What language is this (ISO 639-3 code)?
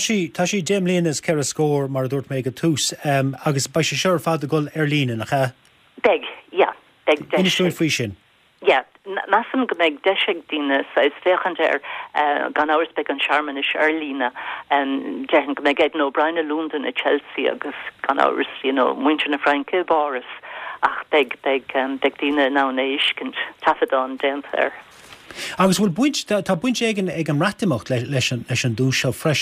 gle